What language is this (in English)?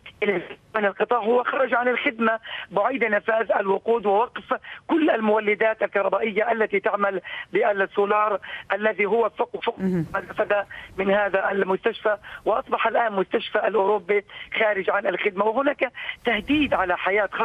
Arabic